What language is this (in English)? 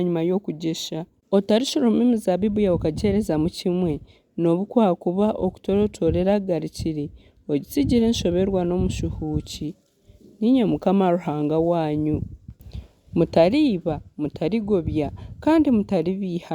Nyankole